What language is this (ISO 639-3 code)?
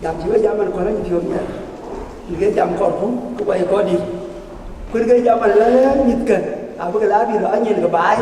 din